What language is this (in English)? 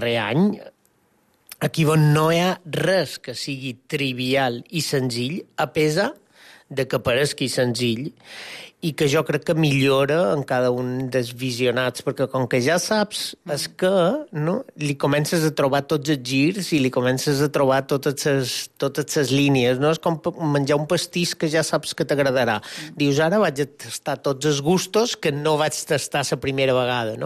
Catalan